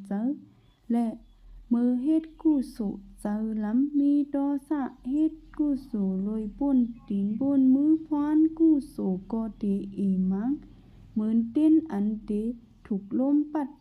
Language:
Shan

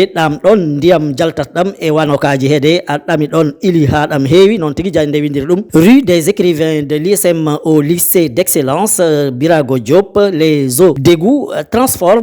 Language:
Fula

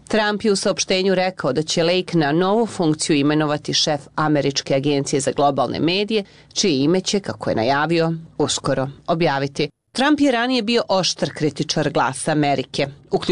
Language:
Bosnian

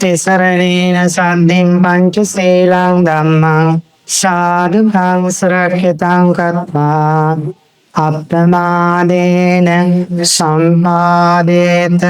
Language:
Sinhala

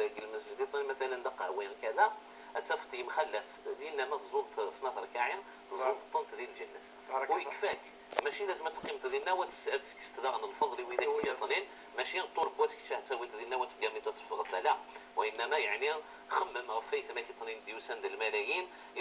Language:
Moroccan Arabic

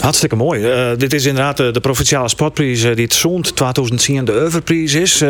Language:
Western Frisian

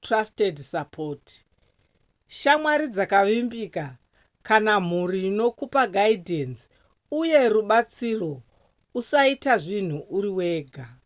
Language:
Shona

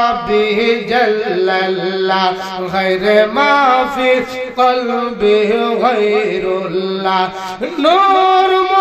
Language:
Bangla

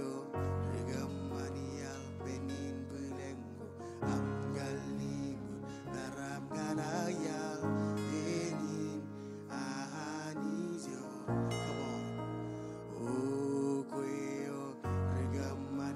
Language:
Marshallese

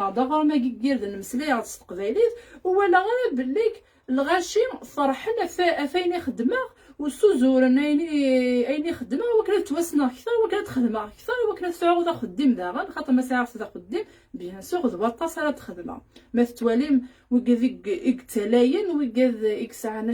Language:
Kabyle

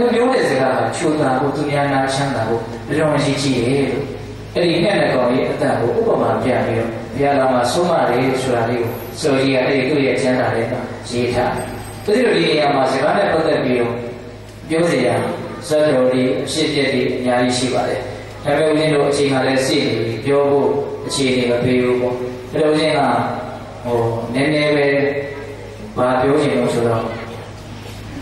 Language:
Burmese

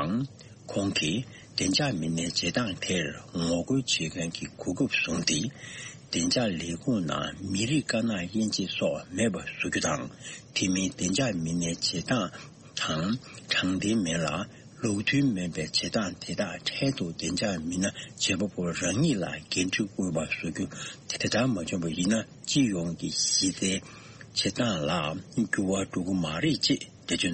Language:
Tibetan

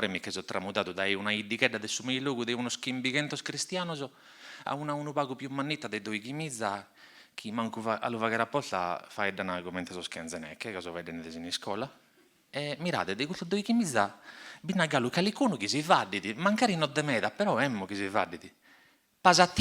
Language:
Sardinian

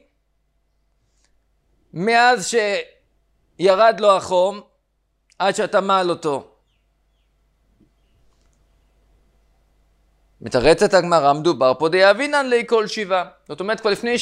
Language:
Hebrew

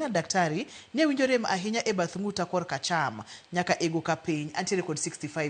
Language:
Luo (Kenya and Tanzania)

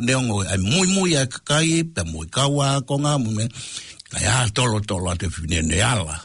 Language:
Tongan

